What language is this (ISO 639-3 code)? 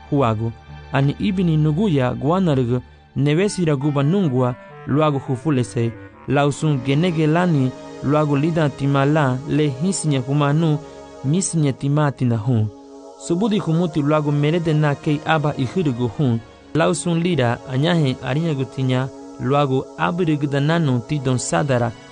cab